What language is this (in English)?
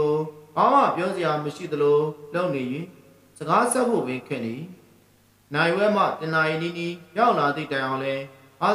Burmese